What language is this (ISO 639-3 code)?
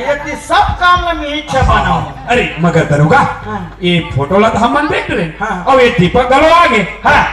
hne